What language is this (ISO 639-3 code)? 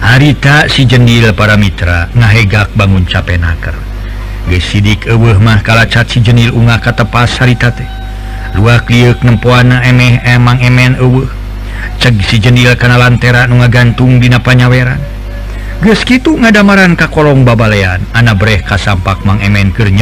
sun